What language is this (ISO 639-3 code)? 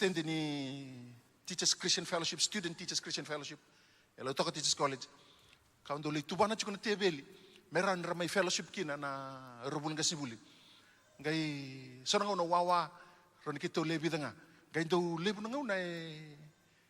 fij